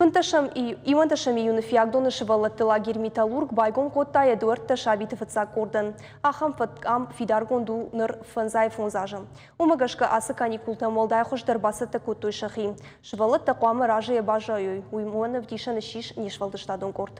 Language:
Ossetic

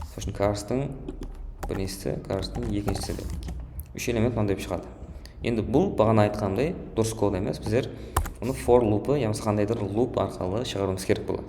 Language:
Kara-Kalpak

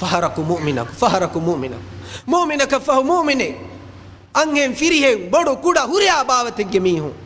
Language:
Divehi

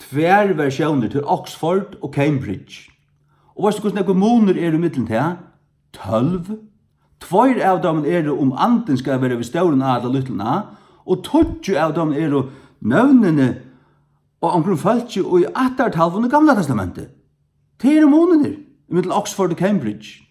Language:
Faroese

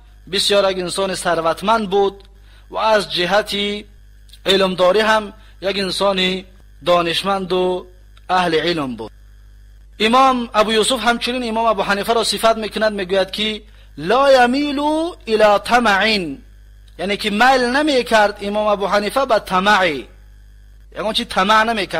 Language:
Tajik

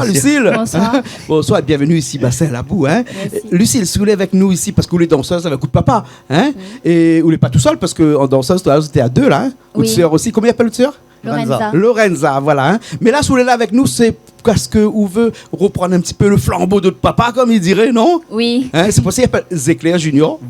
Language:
Réunion Creole French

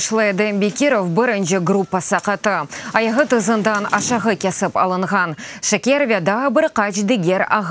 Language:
Crimean Tatar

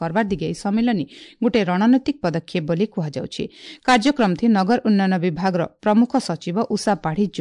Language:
Odia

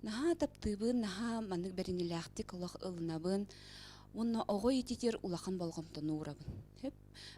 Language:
Yakut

